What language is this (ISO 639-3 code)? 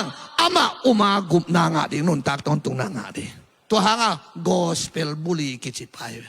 ctd